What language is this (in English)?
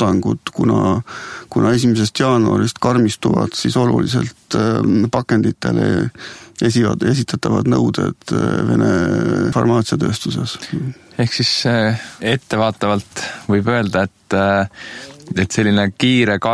Estonian